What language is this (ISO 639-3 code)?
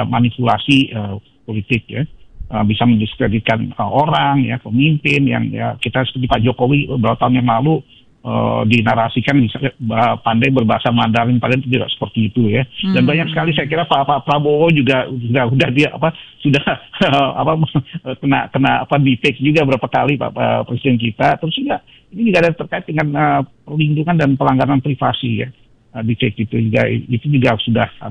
ind